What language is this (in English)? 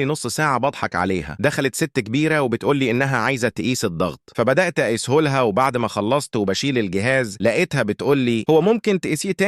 Egyptian Arabic